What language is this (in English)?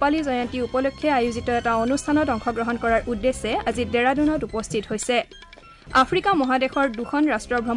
Assamese